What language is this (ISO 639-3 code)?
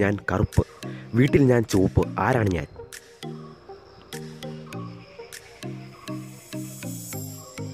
mal